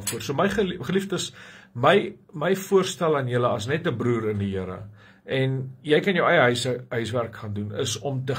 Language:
Afrikaans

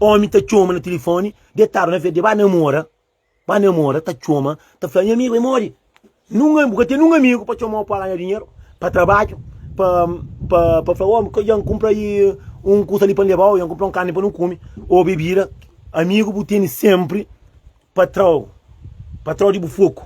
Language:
Kabuverdianu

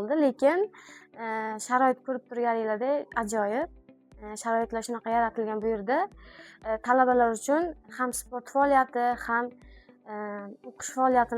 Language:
Uzbek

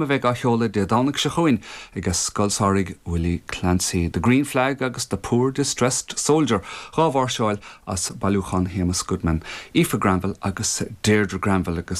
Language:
Irish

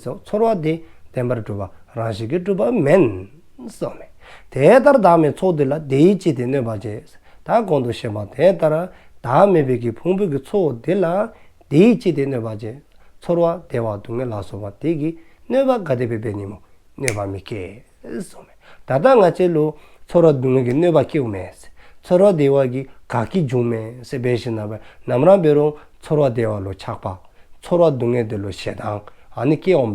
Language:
Dzongkha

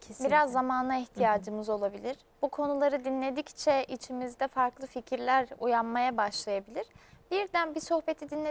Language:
Turkish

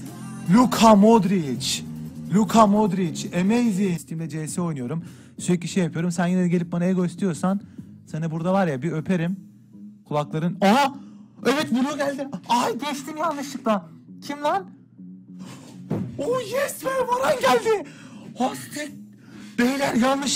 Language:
Turkish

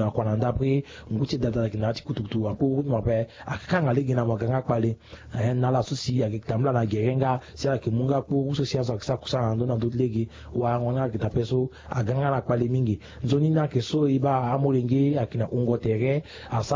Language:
Sango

